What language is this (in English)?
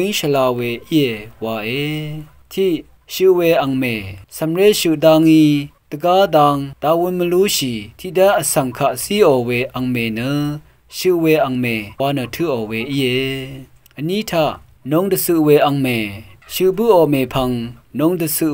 Rawang